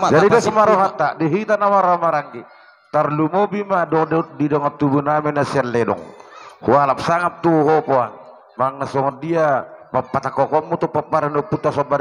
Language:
Batak Toba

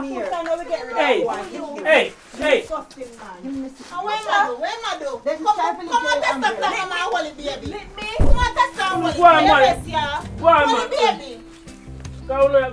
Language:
Jamaican Creole English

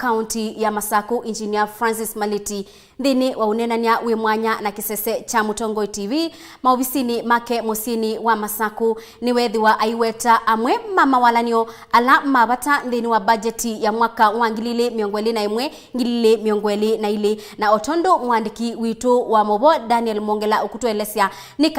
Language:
Kamba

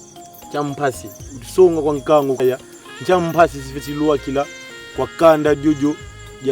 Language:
Kongo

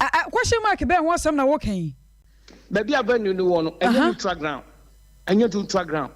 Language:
Akan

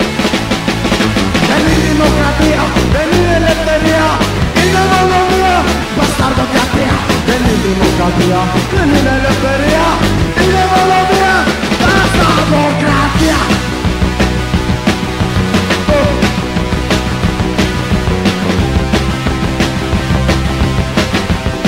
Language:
Greek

